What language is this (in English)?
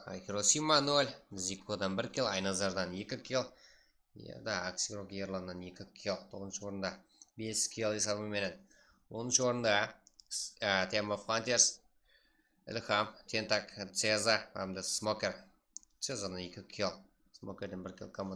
Kara-Kalpak